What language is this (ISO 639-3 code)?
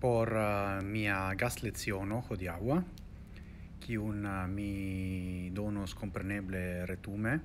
epo